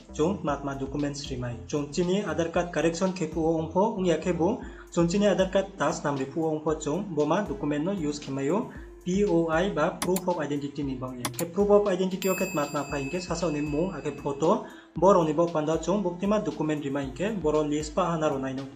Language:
Riang (India)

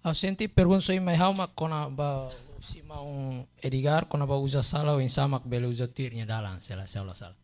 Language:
Tetum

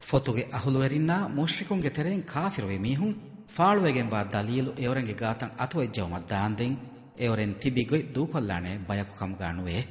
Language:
Divehi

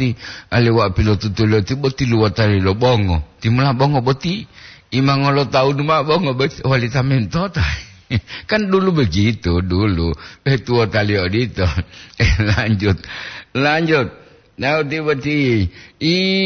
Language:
Gorontalo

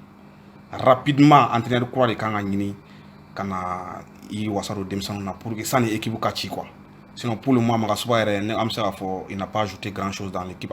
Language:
Bambara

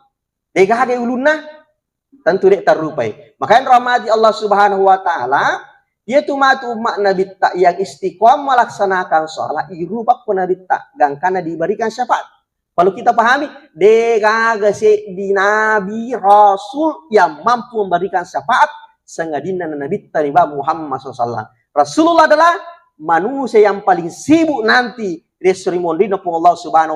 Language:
Buginese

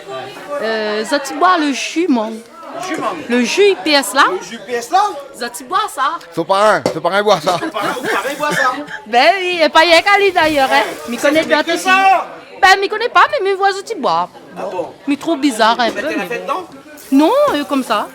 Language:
Réunion Creole French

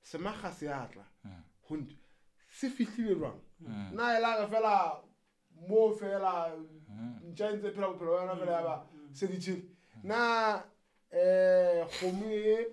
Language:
Southern Sotho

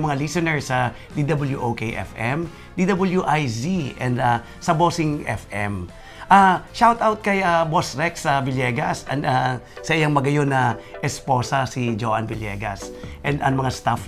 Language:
Bikol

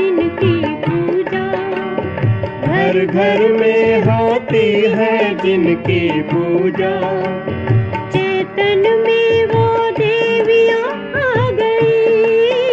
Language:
Marathi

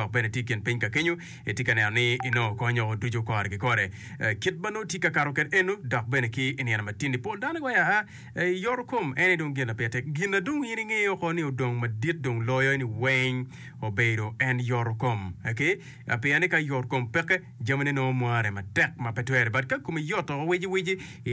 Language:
Acoli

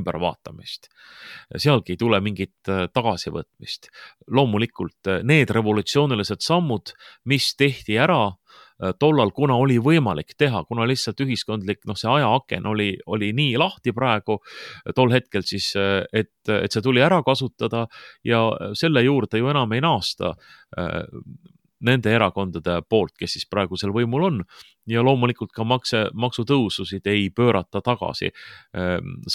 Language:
Estonian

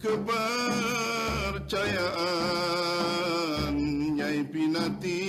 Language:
Banjar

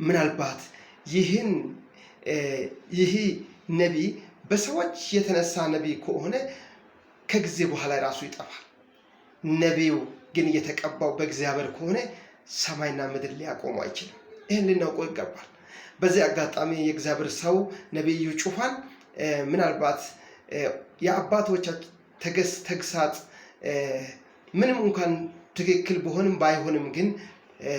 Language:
Amharic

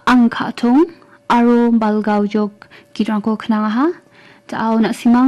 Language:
Garo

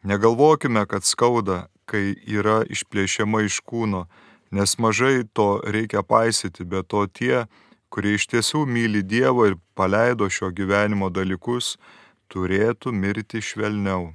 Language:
Lithuanian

